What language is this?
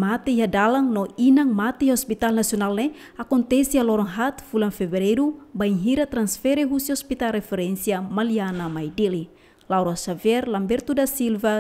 Tetum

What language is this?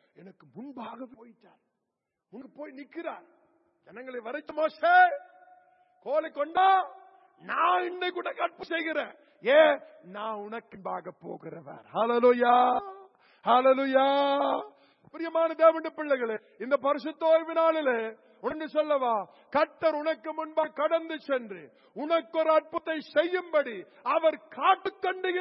Tamil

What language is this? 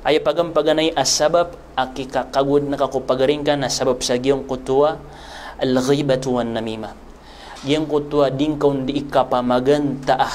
Maranao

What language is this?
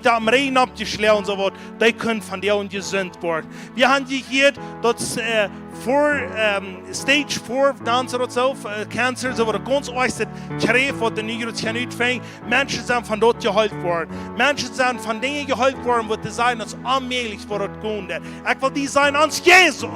Plautdietsch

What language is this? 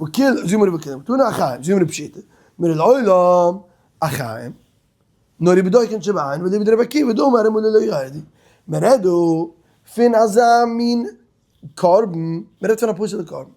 Yiddish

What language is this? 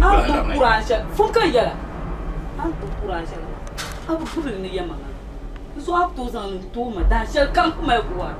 Dagbani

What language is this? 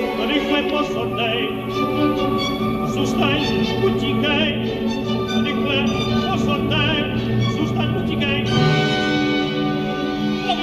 Czech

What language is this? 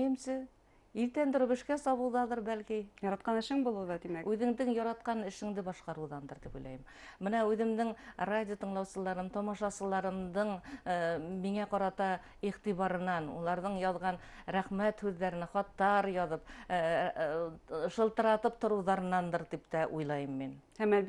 Bashkir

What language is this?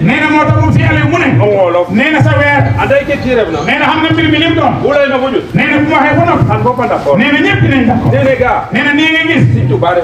Wolof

